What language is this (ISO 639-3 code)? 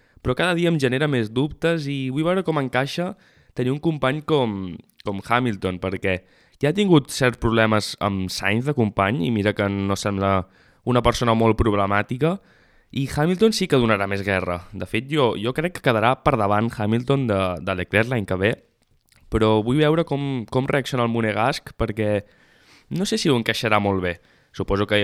cat